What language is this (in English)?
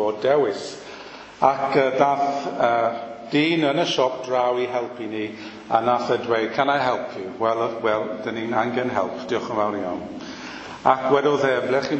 Welsh